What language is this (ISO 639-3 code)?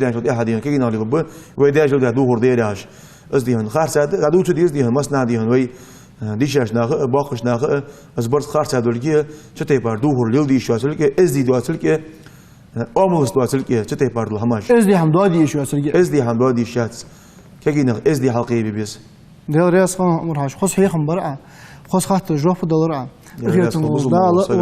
inh